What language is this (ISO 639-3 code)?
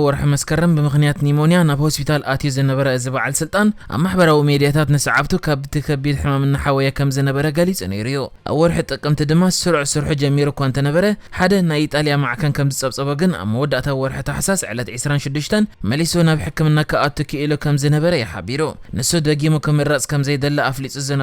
tir